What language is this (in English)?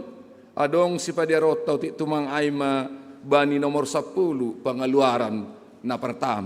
Batak Simalungun